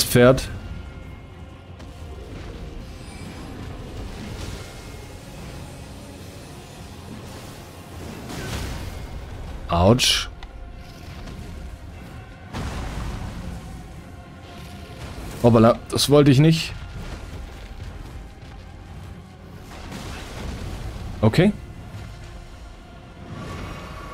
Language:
German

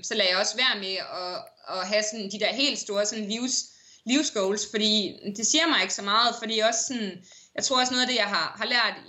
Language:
Danish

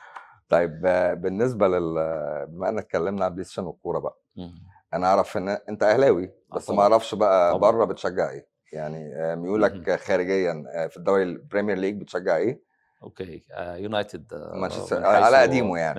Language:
Egyptian Arabic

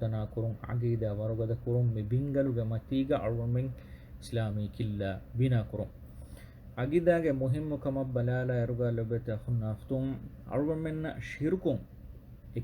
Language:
Divehi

